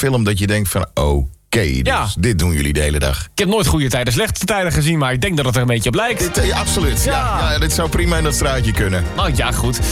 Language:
Dutch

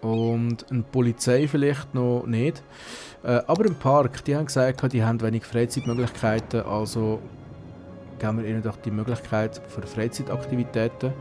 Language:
Swiss German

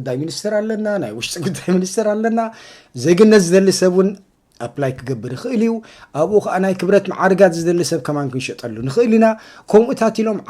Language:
Tigrinya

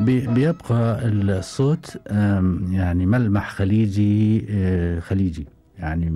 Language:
Gulf Arabic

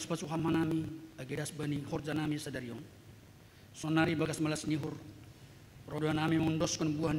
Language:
Batak Simalungun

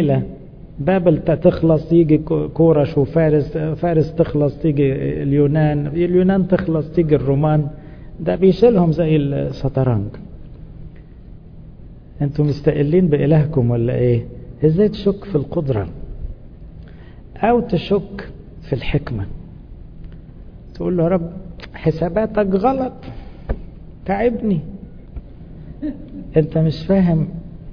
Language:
Egyptian Arabic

